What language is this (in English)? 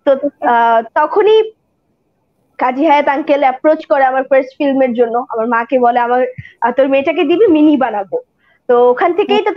Bangla